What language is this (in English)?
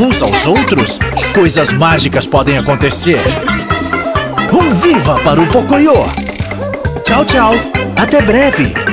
Portuguese